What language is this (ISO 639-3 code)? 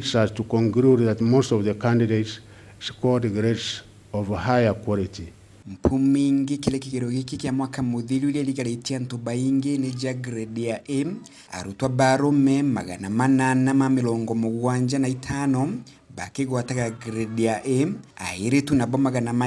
mer